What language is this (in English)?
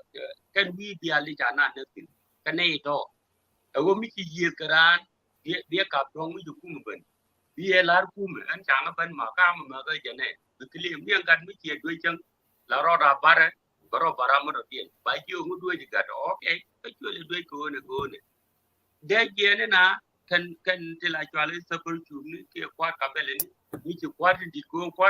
Nuer